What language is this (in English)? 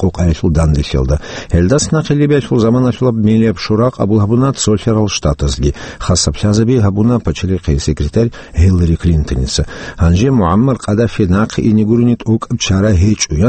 Avaric